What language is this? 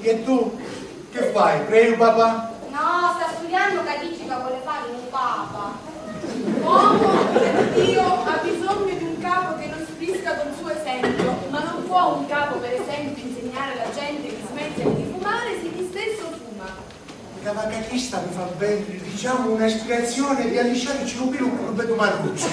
Sicilian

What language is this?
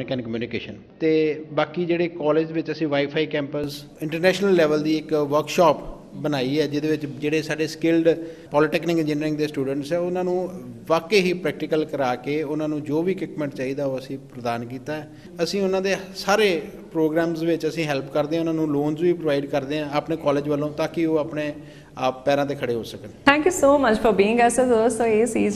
Punjabi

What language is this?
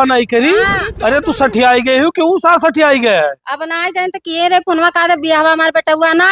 Awadhi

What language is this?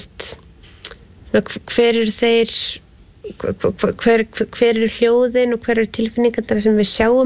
Icelandic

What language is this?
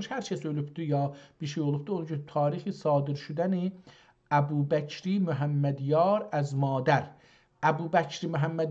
South Azerbaijani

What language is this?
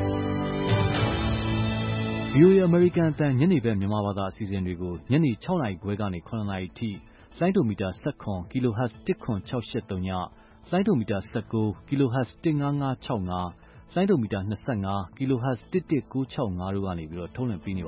Burmese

